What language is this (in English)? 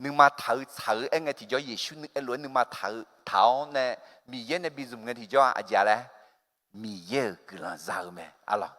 Akha